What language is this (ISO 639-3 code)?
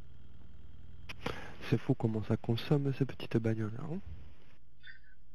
fra